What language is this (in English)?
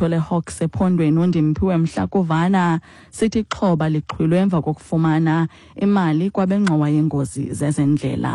Xhosa